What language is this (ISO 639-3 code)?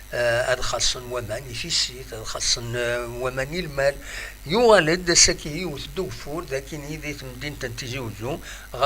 kab